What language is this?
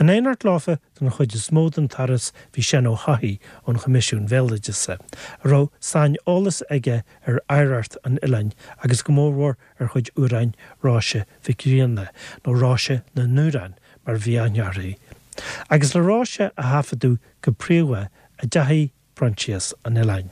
Irish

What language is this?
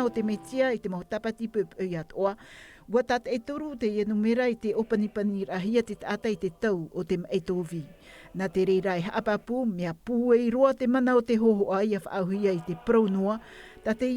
Tahitian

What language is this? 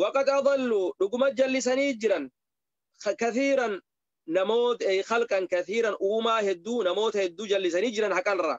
Oromo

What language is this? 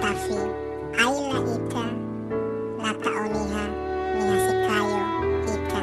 Nias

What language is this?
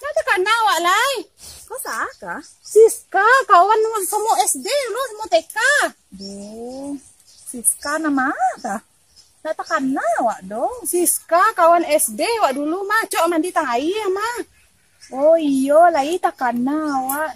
Minangkabau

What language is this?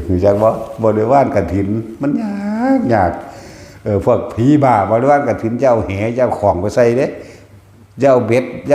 Northeastern Thai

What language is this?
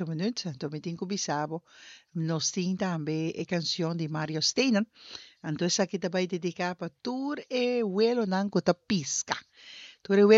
Papiamento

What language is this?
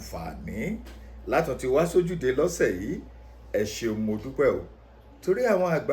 Yoruba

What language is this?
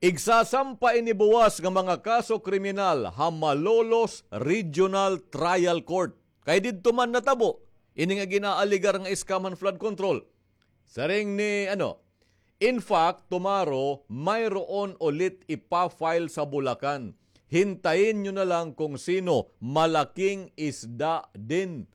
Waray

